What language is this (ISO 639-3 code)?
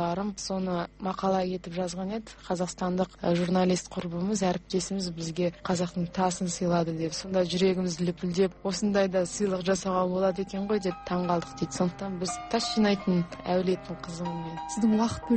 kaz